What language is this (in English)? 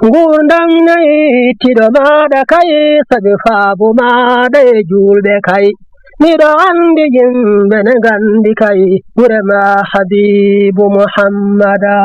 Fula